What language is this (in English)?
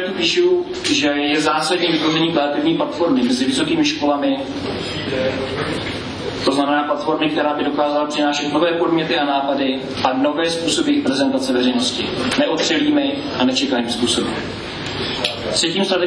Czech